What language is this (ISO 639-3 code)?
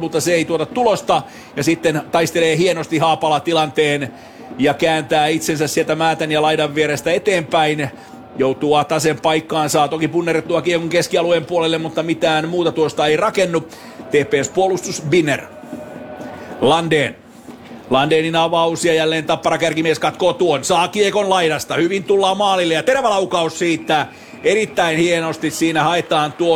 fin